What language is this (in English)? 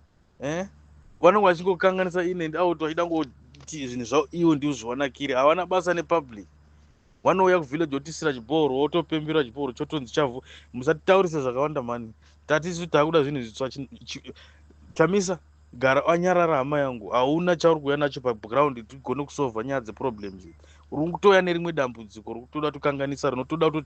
Shona